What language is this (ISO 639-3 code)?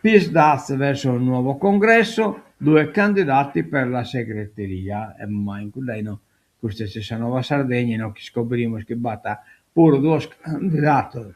srd